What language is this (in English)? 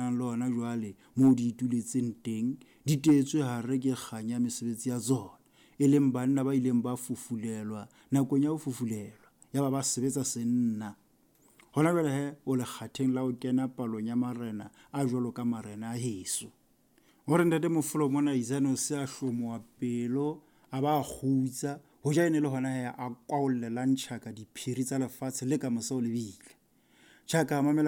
Southern Sotho